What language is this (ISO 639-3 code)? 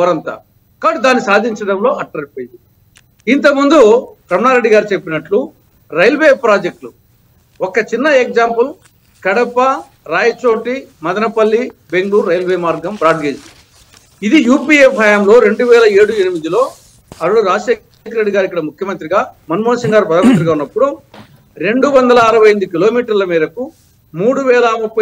tel